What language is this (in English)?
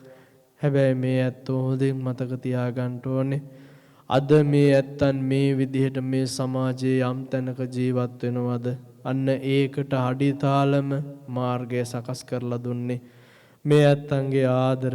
Sinhala